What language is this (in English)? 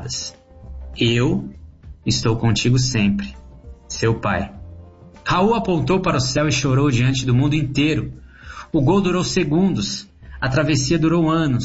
Portuguese